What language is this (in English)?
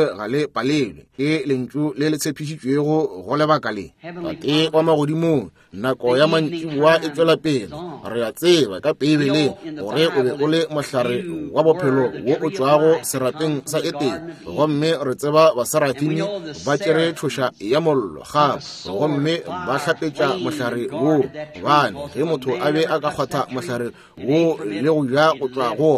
Northern Sotho